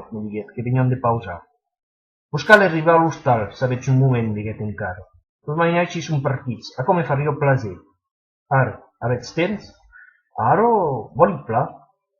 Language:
Occitan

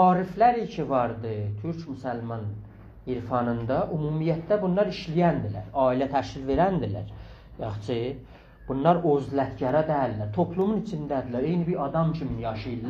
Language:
South Azerbaijani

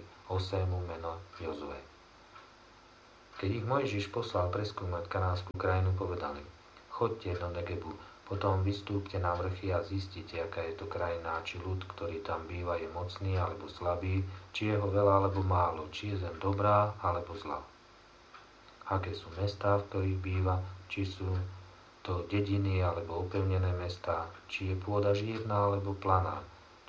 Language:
Slovak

